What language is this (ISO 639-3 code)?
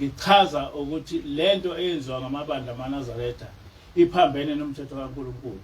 zul